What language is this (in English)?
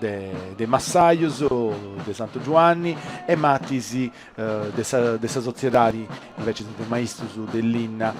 Sardinian